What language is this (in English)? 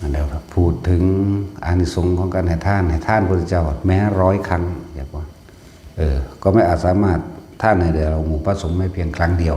Northeastern Thai